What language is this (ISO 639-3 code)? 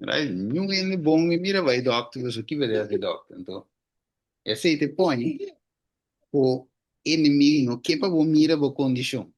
pap